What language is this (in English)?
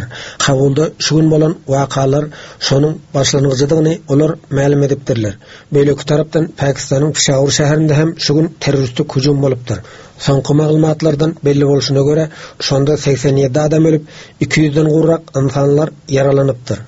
Turkmen